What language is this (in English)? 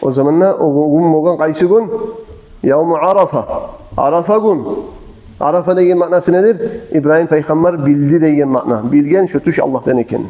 Kumyk